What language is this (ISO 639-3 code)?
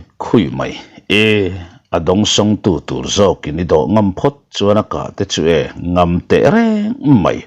lus